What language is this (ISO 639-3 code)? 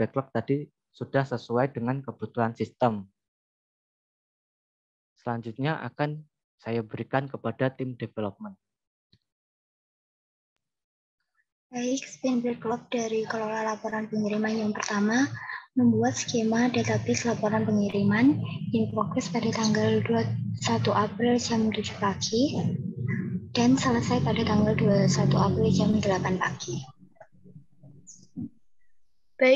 ind